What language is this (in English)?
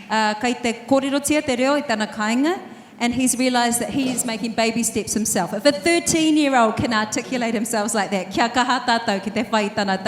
Māori